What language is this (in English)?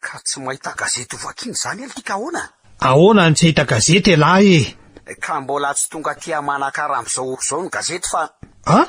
Malagasy